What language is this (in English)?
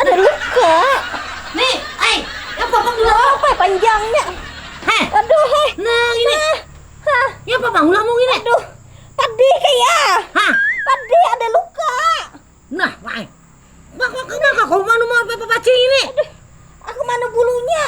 Banjar